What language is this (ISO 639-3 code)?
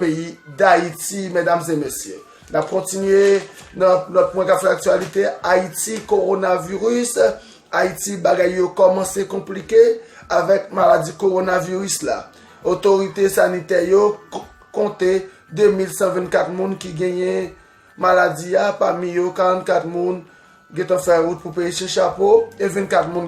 hat